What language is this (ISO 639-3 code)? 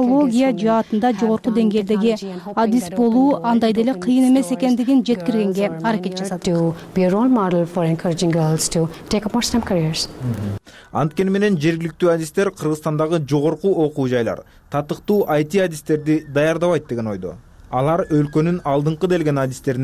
kir